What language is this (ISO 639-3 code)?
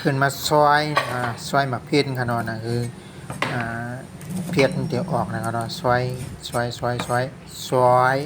shn